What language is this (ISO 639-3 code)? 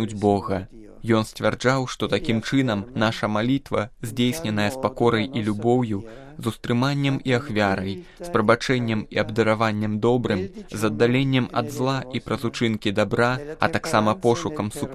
bel